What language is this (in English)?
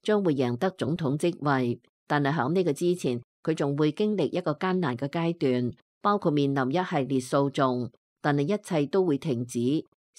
Cantonese